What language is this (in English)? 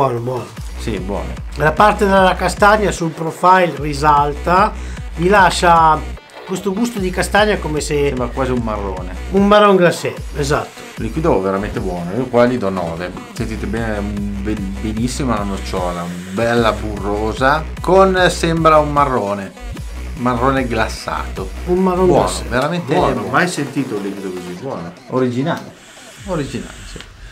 Italian